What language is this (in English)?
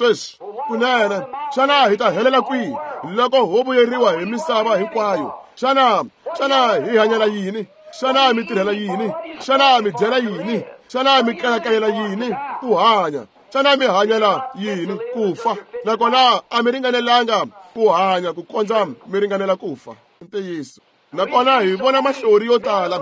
Tsonga